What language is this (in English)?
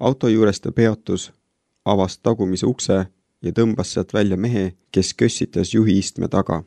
Estonian